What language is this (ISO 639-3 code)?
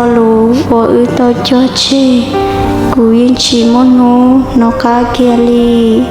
hmn